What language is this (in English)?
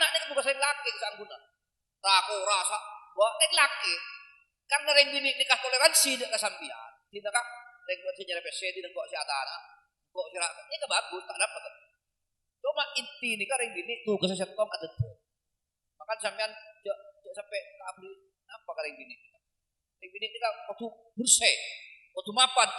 Madurese